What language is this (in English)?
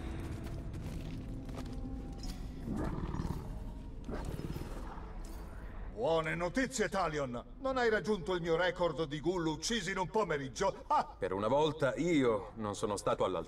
Italian